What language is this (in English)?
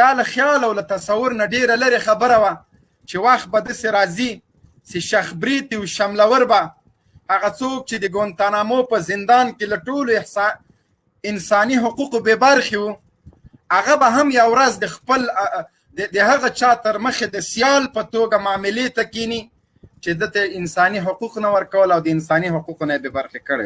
Pashto